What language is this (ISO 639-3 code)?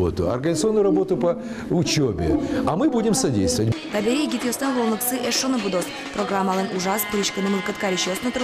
udm